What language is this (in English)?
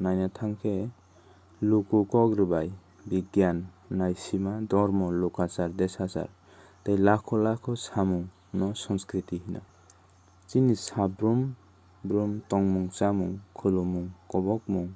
Kok Borok